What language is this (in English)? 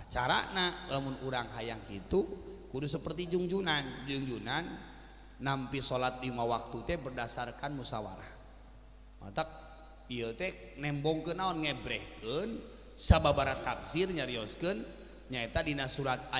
Sundanese